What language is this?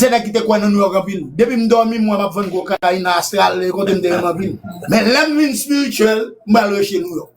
Haitian Creole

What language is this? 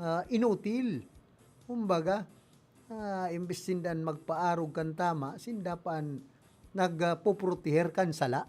Bikol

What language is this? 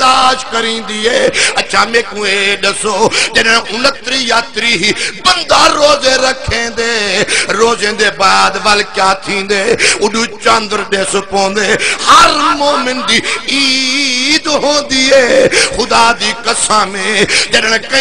Saraiki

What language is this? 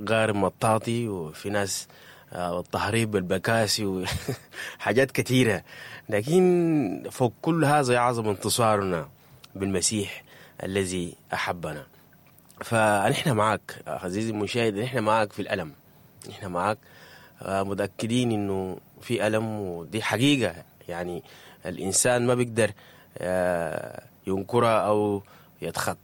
Sudanese Arabic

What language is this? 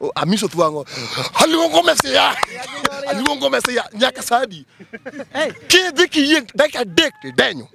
Luo (Kenya and Tanzania)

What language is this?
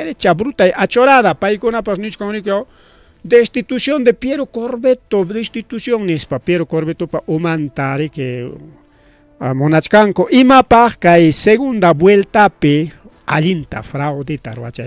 Ayacucho Quechua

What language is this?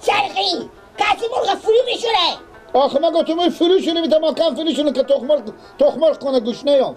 Persian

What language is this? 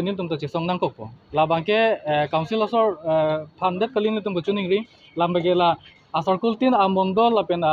Karbi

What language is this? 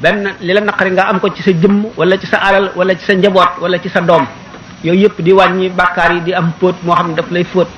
Wolof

